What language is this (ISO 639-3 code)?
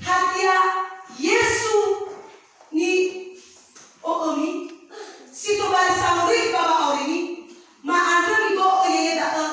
nia